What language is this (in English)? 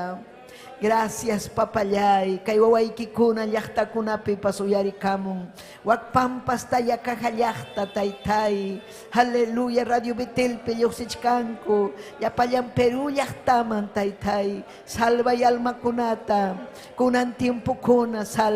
Ayacucho Quechua